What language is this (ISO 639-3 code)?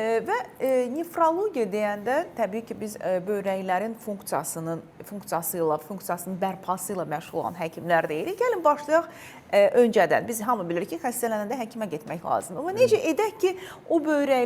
aze